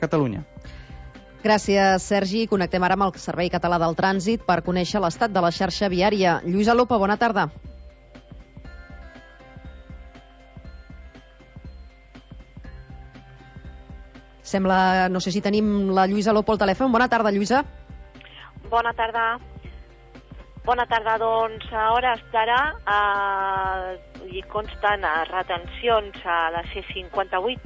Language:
Catalan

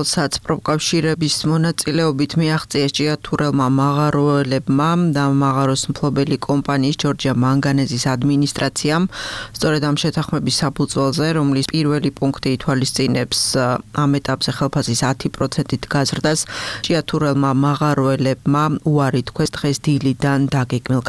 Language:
Georgian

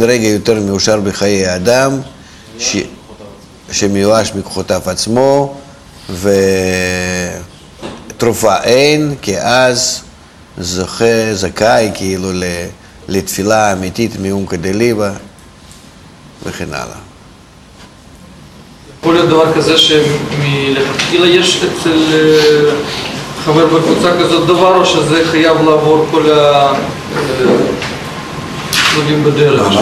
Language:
Hebrew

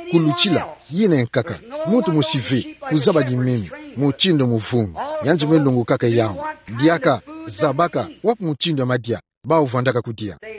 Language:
Kituba (Democratic Republic of Congo)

